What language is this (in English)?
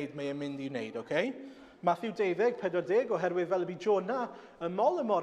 Welsh